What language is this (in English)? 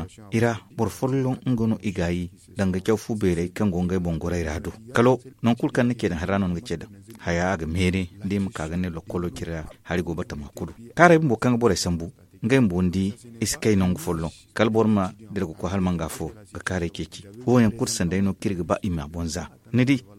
Zarma